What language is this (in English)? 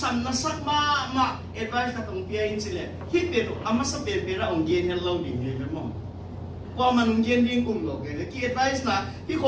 Tedim Chin